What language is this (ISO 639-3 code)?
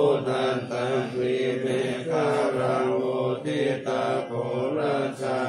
pli